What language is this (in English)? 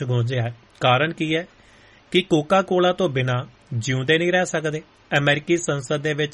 Punjabi